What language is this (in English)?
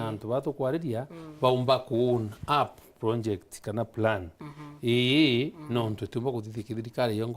Meru